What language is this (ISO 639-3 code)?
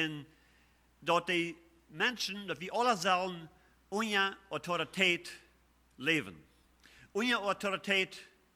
pdt